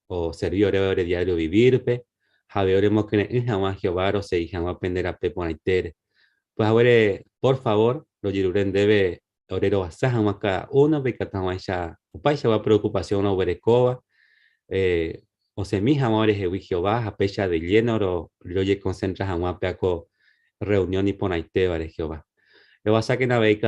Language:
Guarani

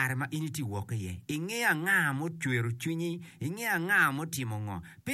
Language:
Acoli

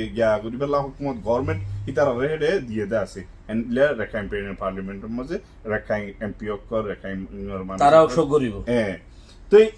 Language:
Rohingya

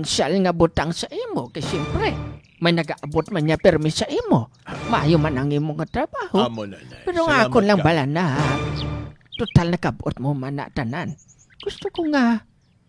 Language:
Hiligaynon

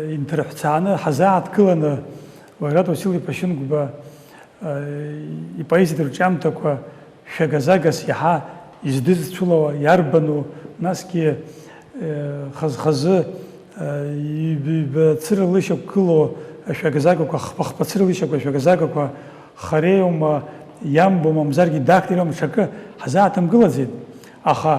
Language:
Abkhazian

